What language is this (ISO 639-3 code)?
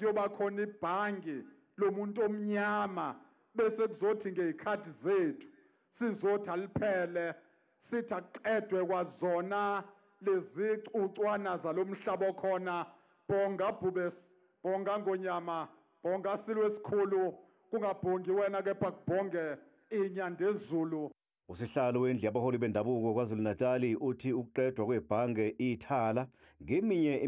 zul